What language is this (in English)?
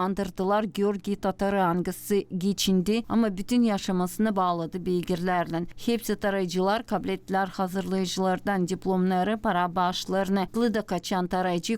Gagauz